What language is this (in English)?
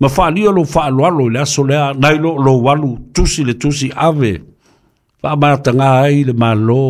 Samoan